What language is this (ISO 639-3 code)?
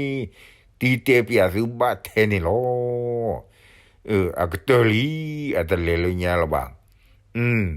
ksw